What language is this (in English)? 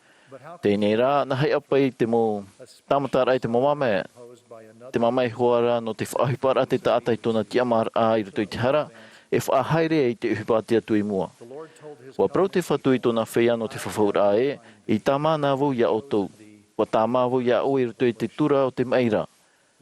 Tahitian